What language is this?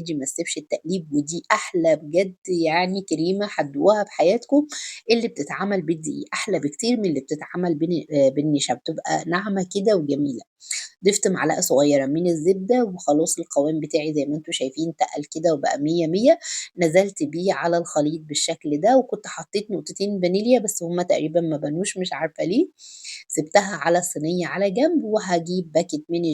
Egyptian Arabic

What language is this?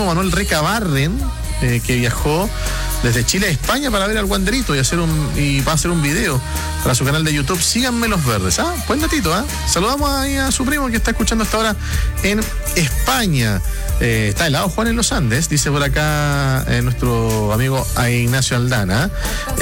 Spanish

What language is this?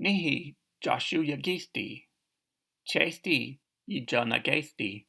Cherokee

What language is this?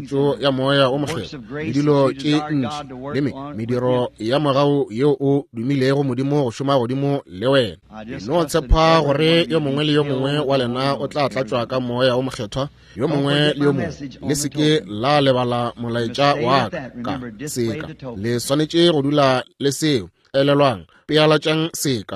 Northern Sotho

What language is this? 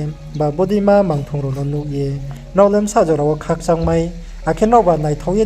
Riang (India)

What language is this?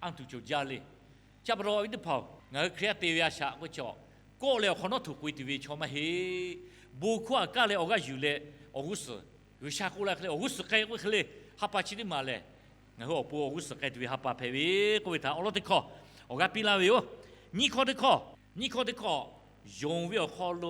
Lahu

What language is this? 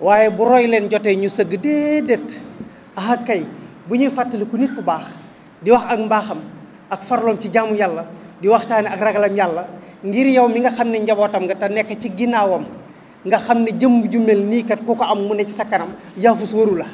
Wolof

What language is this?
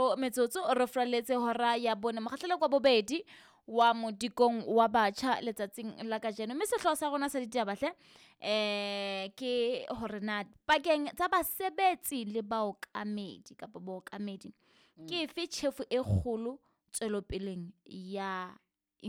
Southern Sotho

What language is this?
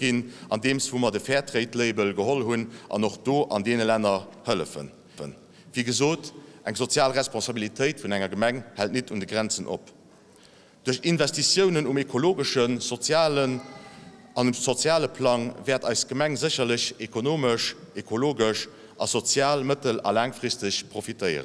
Luxembourgish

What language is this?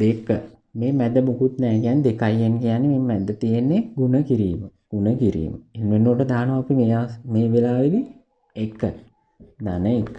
Sinhala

